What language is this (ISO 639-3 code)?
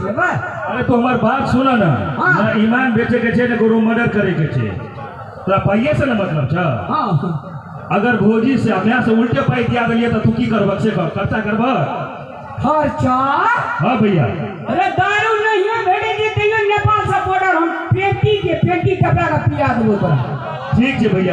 mai